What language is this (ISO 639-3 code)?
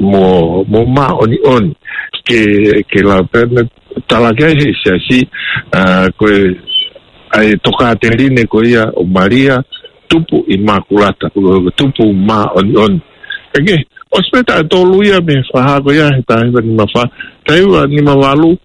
ton